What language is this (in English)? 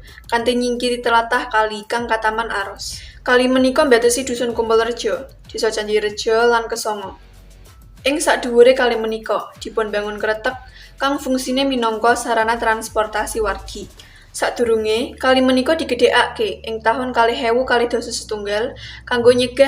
Javanese